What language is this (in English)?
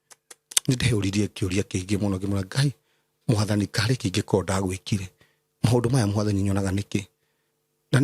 Kikuyu